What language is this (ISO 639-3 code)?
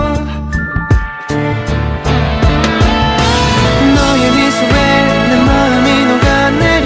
kor